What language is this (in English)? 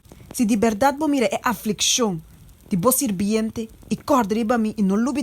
Papiamento